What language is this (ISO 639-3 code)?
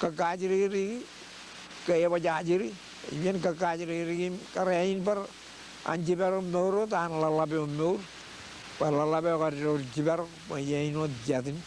mah